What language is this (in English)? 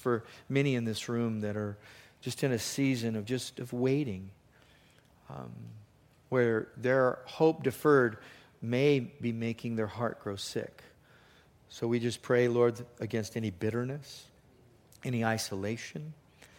English